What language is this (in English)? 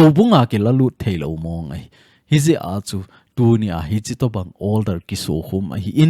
Thado Chin